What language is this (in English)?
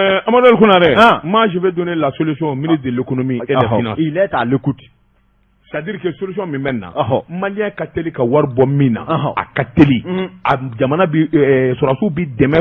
Bambara